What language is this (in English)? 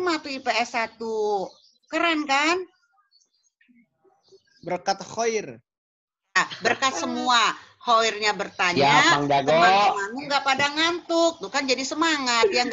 Indonesian